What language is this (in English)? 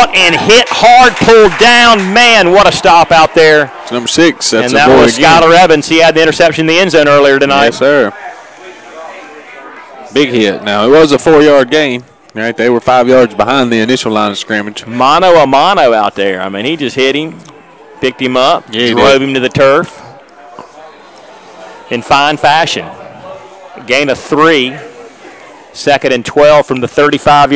English